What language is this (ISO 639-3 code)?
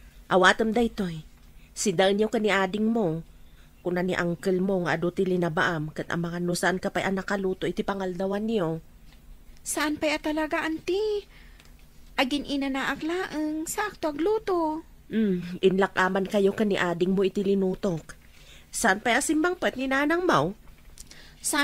ilo